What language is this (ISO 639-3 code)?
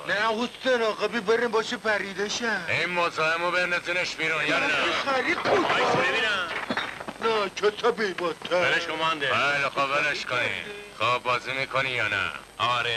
fas